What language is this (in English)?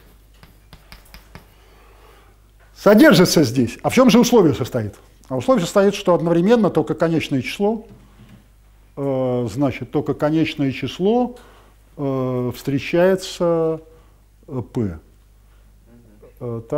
Russian